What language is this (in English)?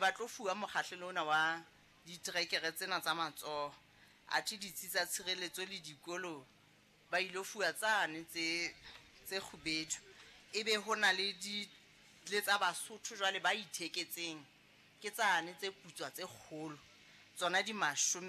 Southern Sotho